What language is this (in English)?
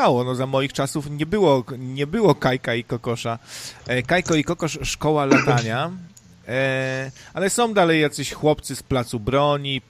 Polish